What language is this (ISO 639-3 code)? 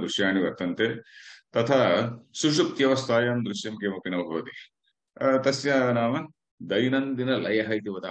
san